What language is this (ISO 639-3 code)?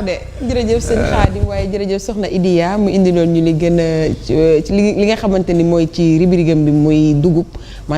wol